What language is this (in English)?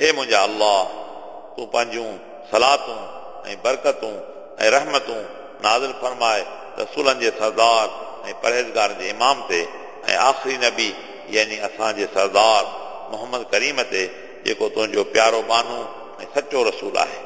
Sindhi